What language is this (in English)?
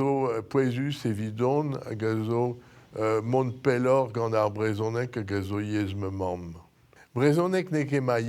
Breton